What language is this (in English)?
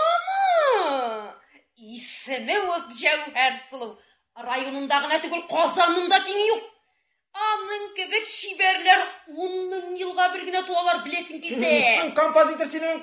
Tatar